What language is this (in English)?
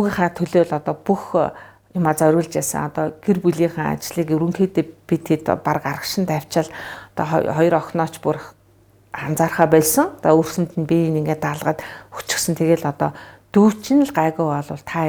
Mongolian